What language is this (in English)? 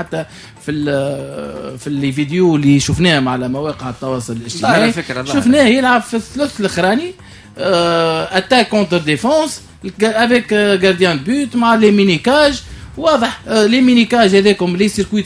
Tunisian Arabic